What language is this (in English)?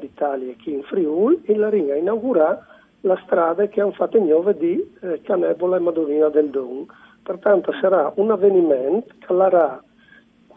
Friulian